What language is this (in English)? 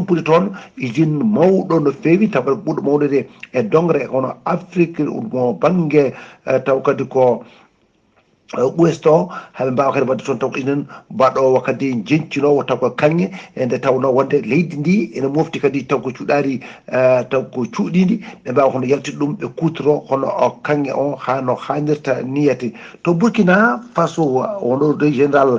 Fula